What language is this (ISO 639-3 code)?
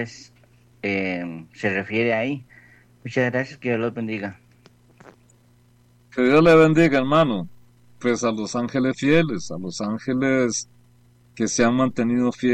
spa